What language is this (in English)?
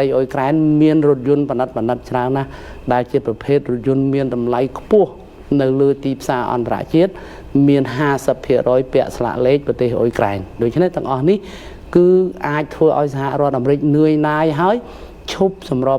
Khmer